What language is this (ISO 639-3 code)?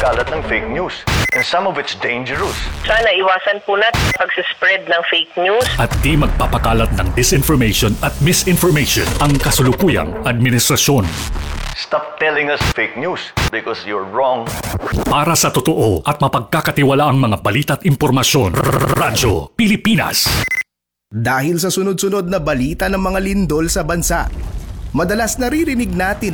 fil